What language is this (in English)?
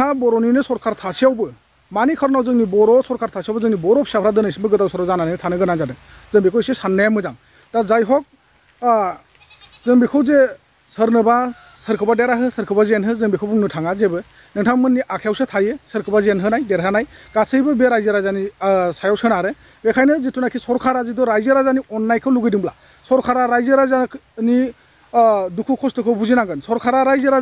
Bodo